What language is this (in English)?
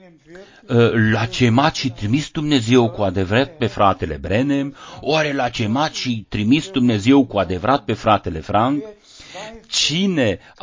Romanian